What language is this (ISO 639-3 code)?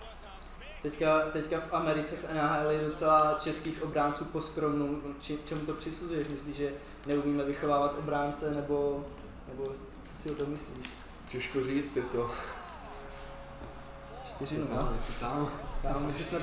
ces